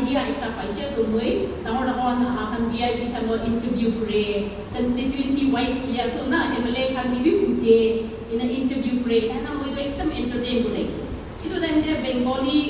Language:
Naga Pidgin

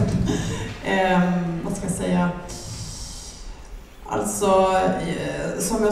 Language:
Swedish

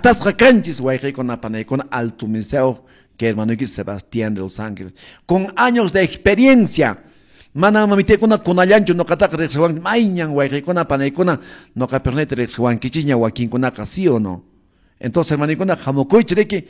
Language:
Quechua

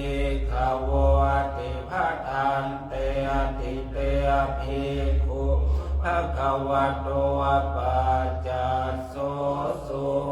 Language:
Pali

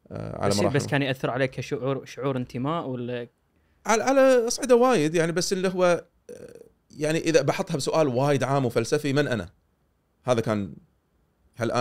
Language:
Gulf Arabic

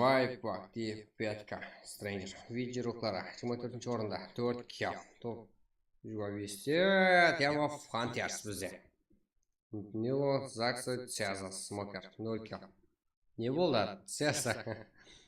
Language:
Kara-Kalpak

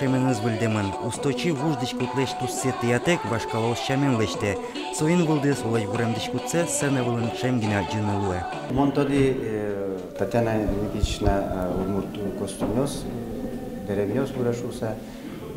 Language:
Udmurt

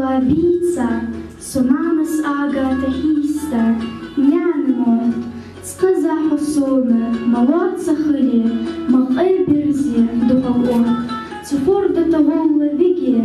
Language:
Ingush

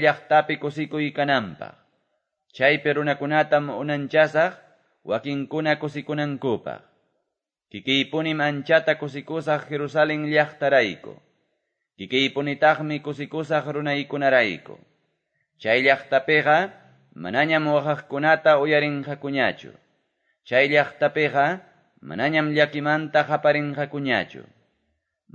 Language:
Quechua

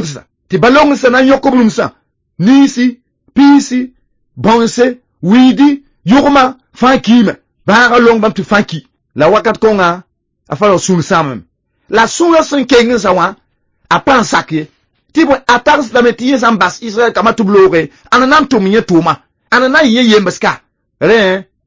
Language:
Mossi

